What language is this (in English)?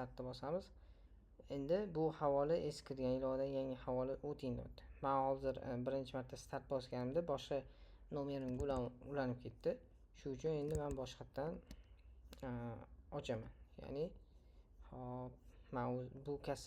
Uzbek